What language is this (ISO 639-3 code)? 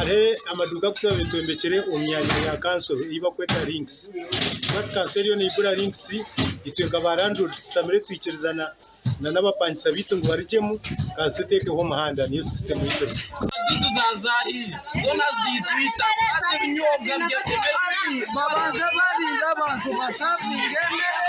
nyn